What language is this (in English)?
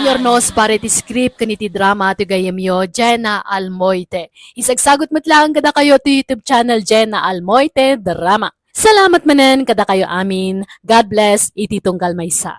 Iloko